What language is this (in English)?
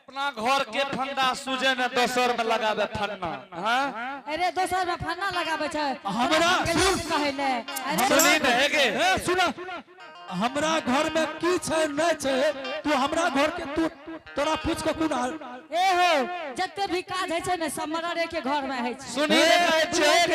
Angika